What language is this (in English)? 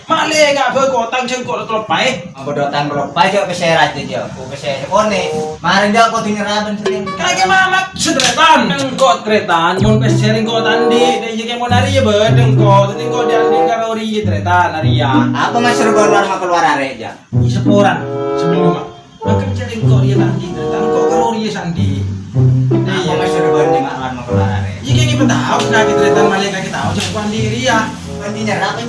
Madurese